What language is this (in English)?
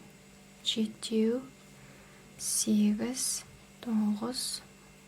Kazakh